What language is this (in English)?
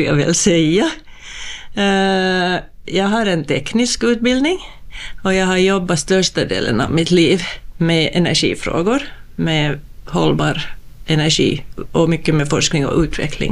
Swedish